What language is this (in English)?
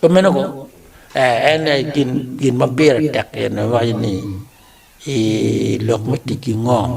Acoli